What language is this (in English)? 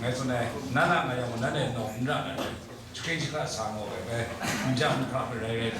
Kachin